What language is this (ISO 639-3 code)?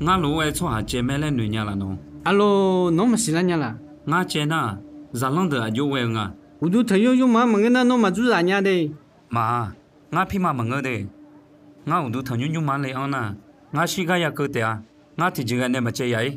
ahk